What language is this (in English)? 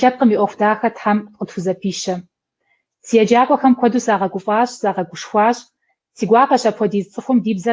Kabardian